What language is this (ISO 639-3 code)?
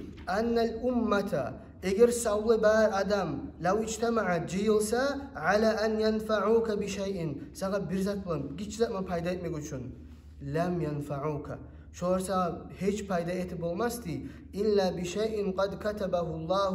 kum